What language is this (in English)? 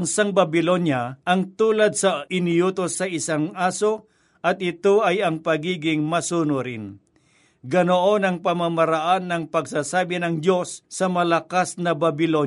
Filipino